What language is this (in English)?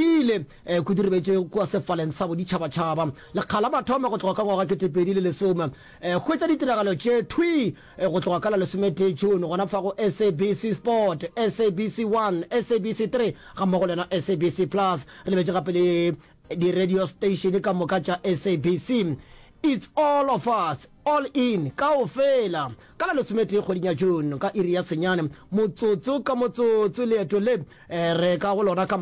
Northern Sotho